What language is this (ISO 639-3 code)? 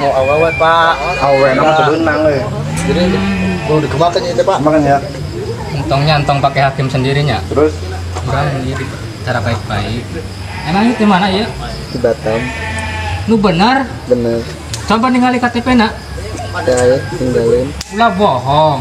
sun